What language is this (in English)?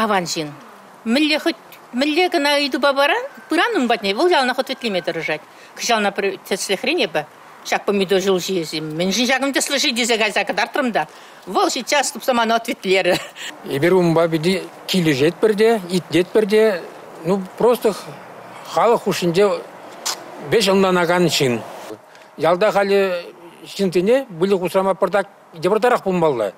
Chuvash